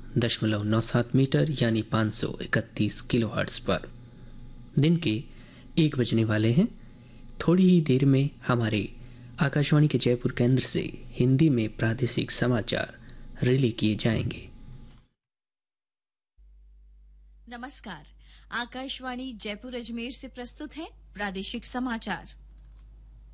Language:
Hindi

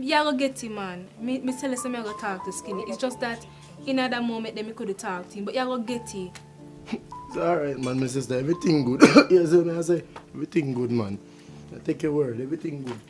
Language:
Jamaican Creole English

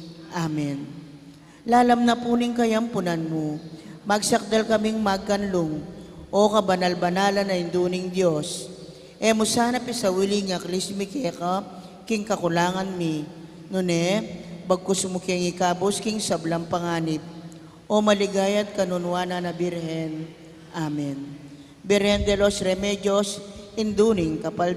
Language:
Pampanga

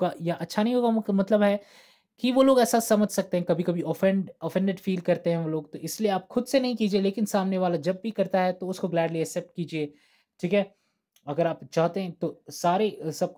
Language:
Hindi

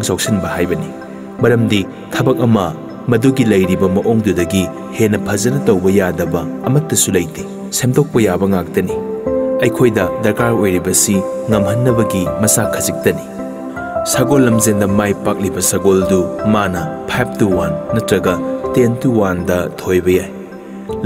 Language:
Manipuri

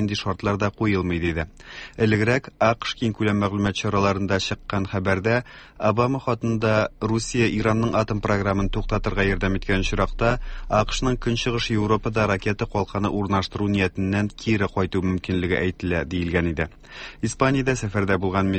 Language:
Tatar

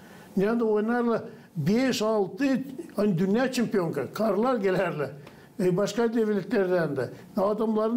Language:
Gagauz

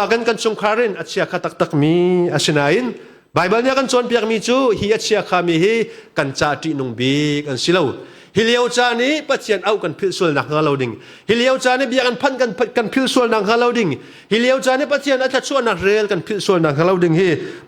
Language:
Hakha Chin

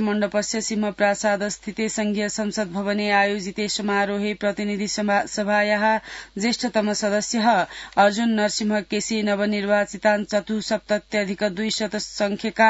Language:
Sanskrit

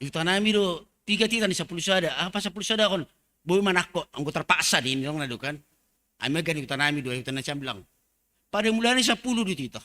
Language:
Batak Simalungun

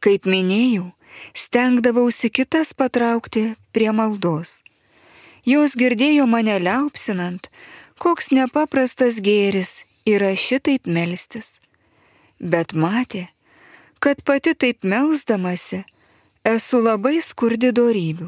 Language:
Lithuanian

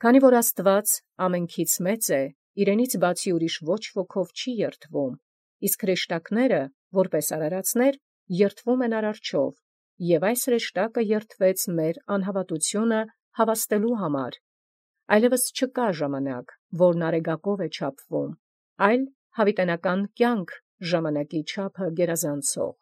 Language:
Armenian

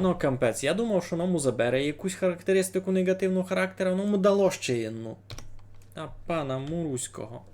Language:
Rusyn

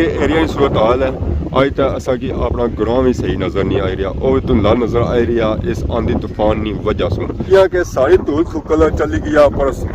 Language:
Pahari-Potwari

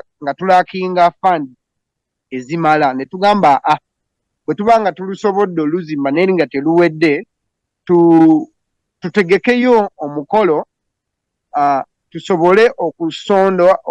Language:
Ganda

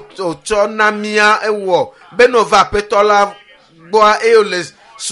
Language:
Ewe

